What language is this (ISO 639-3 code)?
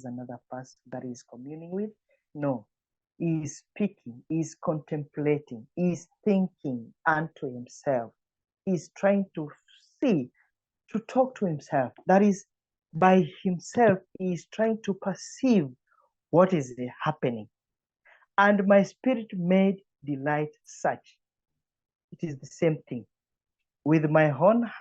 eng